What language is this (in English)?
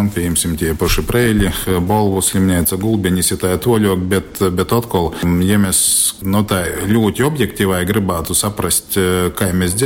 Latgalian